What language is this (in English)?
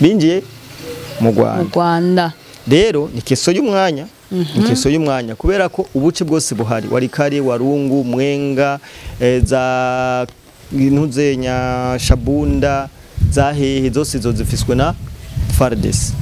Rundi